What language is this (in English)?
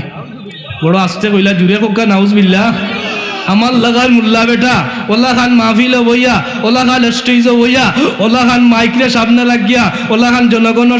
Sylheti